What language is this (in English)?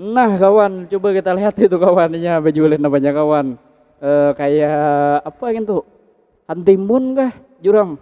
Banjar